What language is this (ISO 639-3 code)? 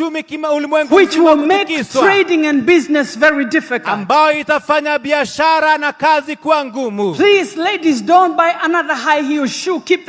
swa